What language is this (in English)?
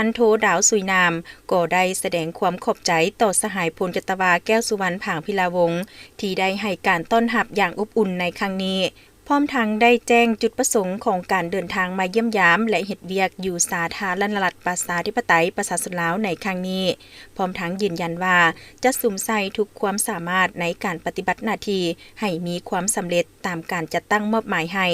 Lao